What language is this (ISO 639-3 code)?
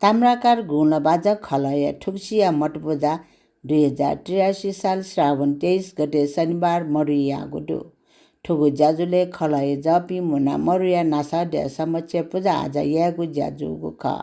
new